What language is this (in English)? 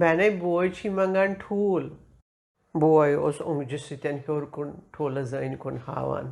Kashmiri